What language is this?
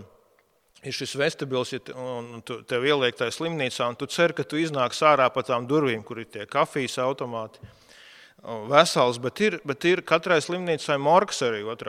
Latvian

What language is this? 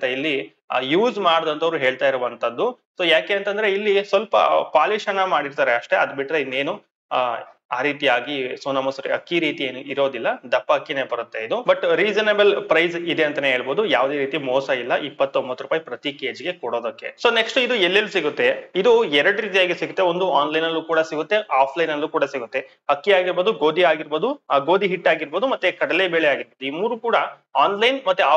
Kannada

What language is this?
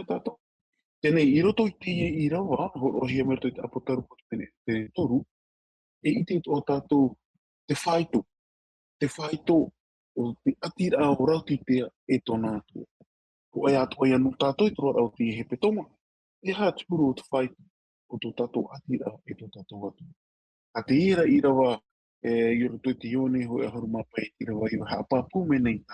Tahitian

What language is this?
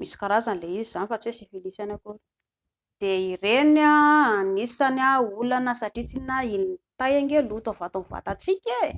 Malagasy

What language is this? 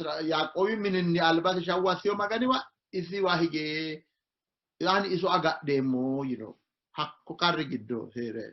Sidamo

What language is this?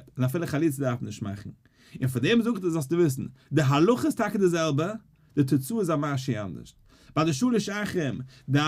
Yiddish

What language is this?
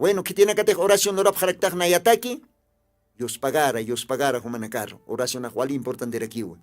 Aymara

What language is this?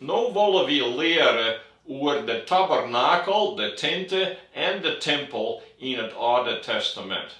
Western Frisian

